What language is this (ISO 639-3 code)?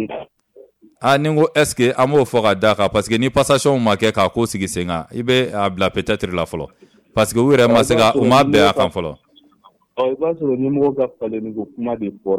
bam